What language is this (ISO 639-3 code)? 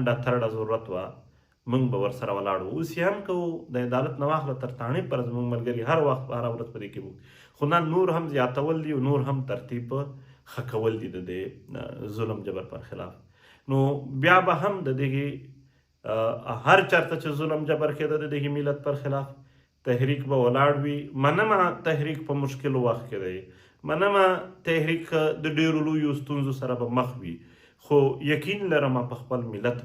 pus